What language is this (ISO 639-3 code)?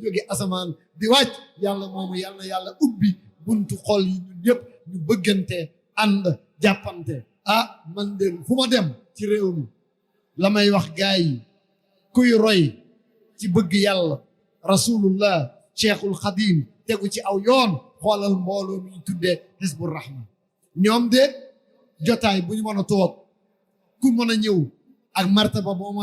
wol